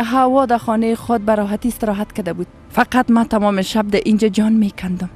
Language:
Persian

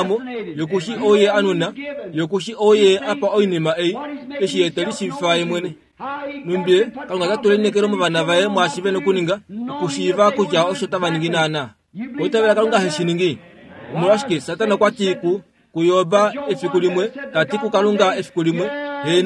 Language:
Kuanyama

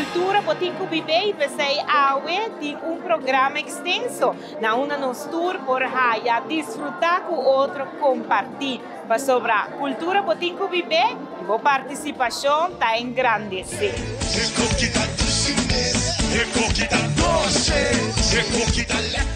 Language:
Papiamento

